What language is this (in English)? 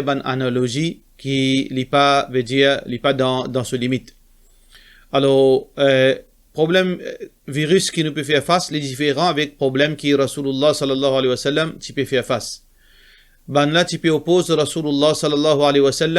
Morisyen